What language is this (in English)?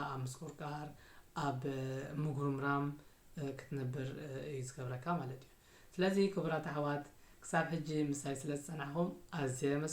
Tigrinya